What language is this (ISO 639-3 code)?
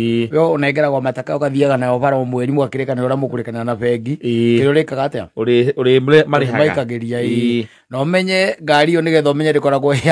kik